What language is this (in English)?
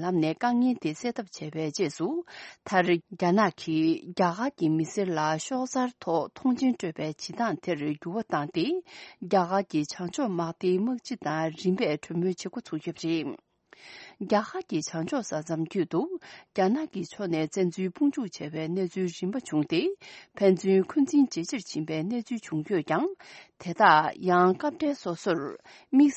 Tibetan